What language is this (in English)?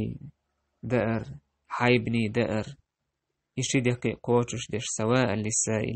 Chechen